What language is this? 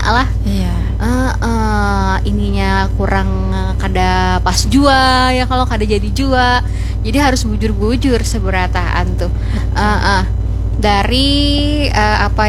Banjar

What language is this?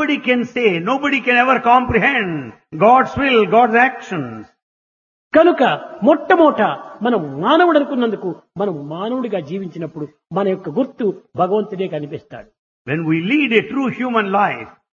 Telugu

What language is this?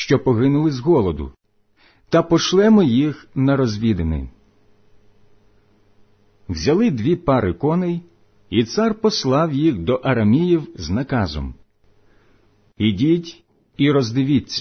Ukrainian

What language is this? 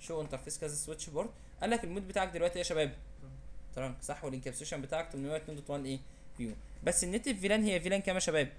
Egyptian Arabic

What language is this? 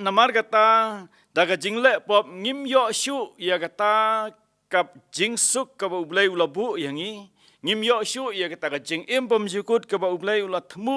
Khasi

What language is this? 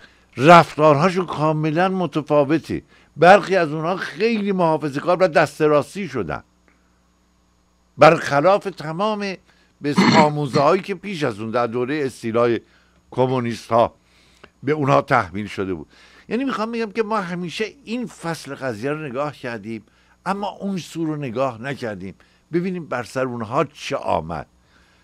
Persian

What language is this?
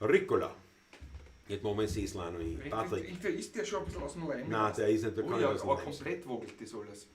Bavarian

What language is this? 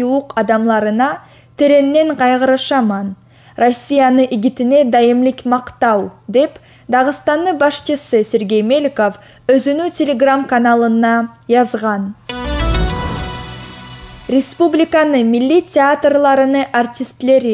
Kumyk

